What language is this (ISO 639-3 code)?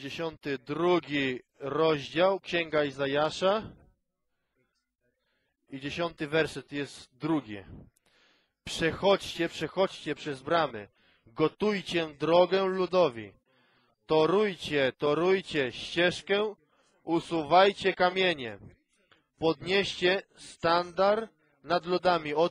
pol